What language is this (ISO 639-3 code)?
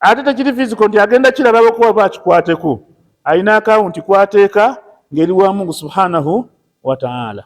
lug